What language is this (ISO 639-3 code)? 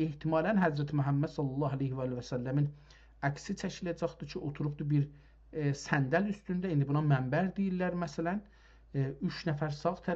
azb